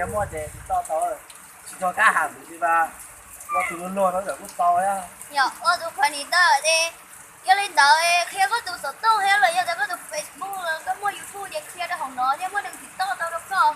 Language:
Hmong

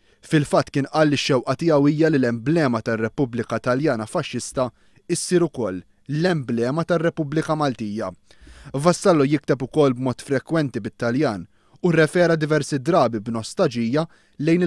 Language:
Maltese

